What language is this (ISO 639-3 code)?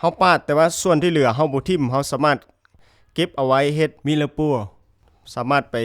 lao